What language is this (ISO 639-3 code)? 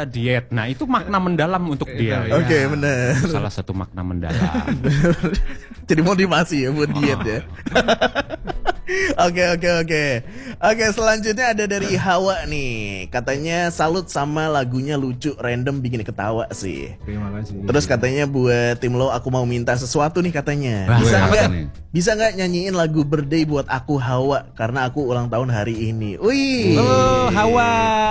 ind